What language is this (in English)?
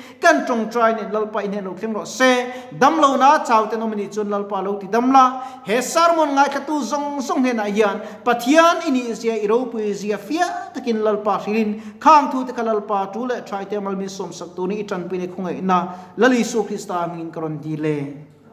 Mizo